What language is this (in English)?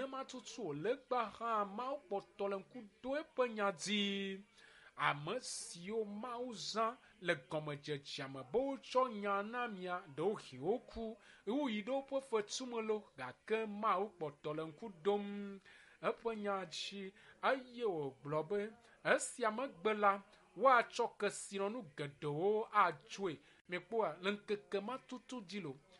Ewe